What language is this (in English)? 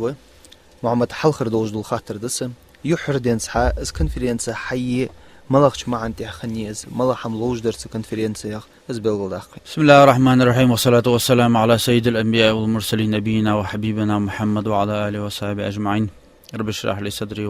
Ingush